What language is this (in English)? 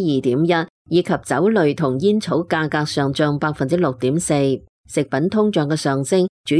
Cantonese